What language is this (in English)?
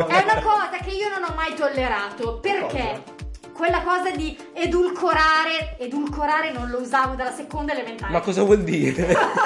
Italian